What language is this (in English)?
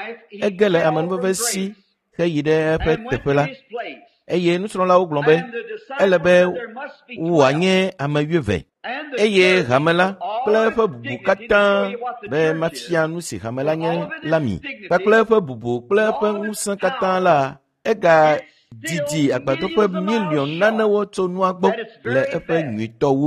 Ewe